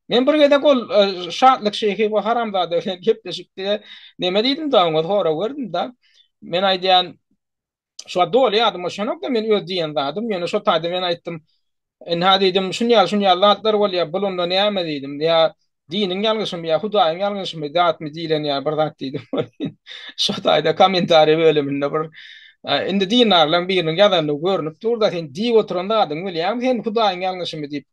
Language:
Turkmen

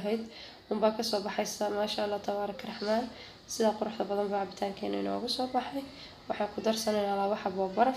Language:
Somali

